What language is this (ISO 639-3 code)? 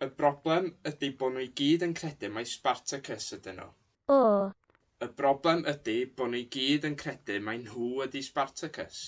cym